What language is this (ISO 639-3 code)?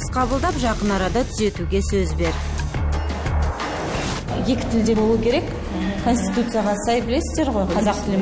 kaz